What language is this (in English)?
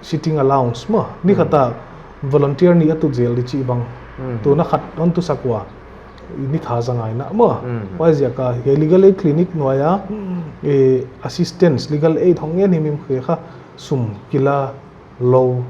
Paite Chin